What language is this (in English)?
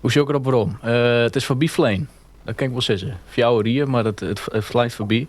Western Frisian